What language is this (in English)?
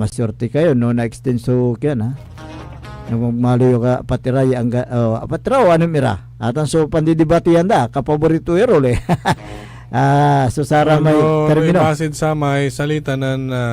Pangasinan